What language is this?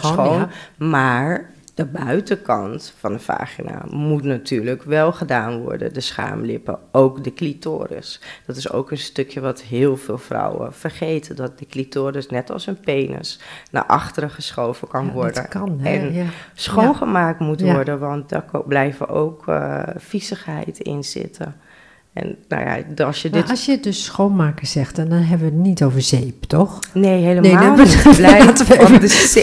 Dutch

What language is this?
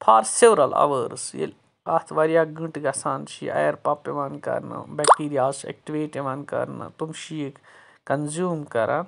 Kashmiri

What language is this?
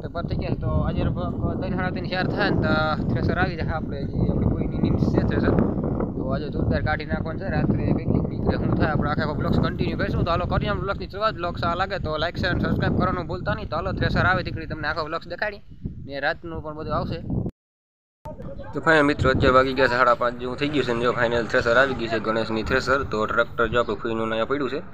Gujarati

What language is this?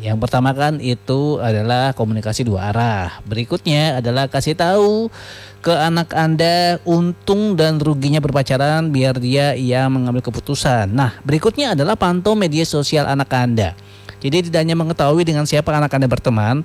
Indonesian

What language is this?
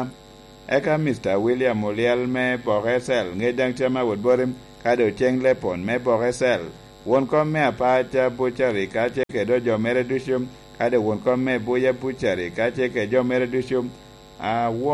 Lango (Uganda)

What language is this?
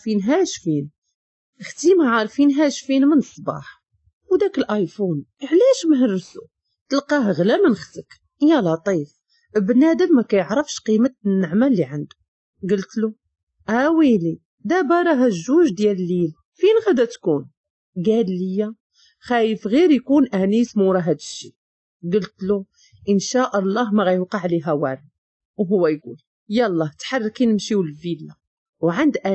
Moroccan Arabic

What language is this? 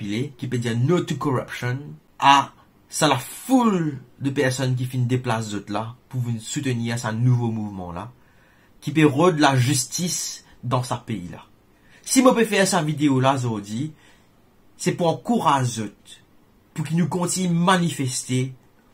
Morisyen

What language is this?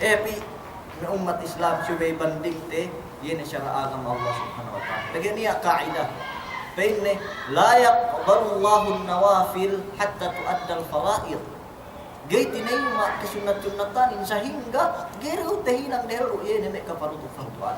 Yakan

